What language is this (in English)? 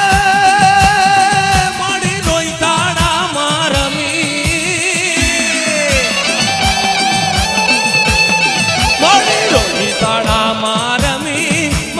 Gujarati